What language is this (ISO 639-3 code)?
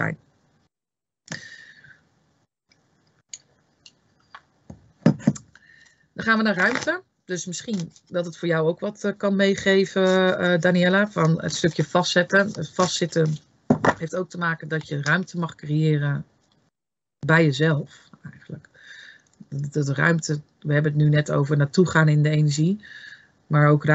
nld